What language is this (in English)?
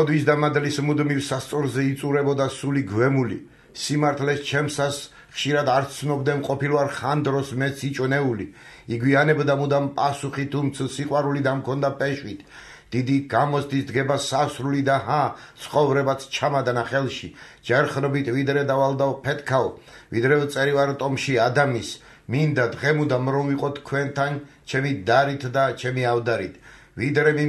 Georgian